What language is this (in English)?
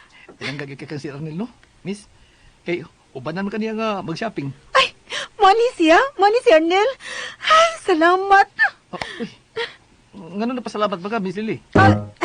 Cebuano